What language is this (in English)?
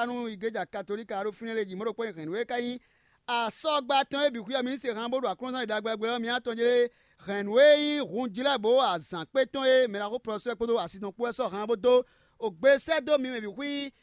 Fon